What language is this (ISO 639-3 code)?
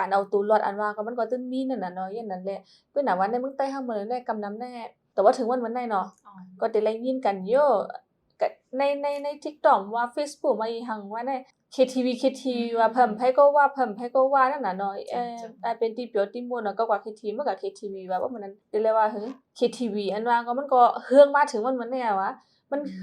shn